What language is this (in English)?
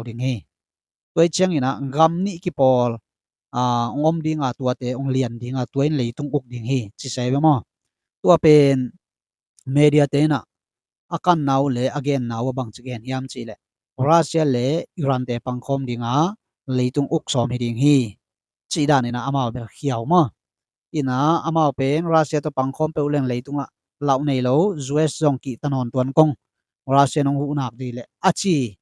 Tedim Chin